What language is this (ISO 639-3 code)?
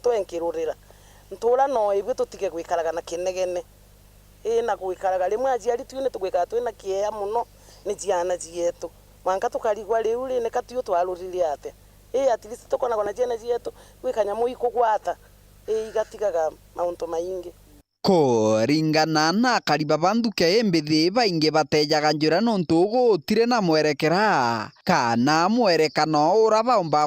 mer